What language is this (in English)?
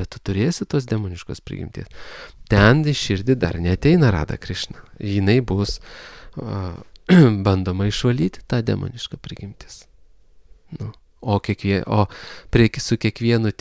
Lithuanian